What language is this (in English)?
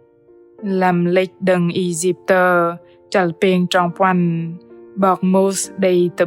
Bahnar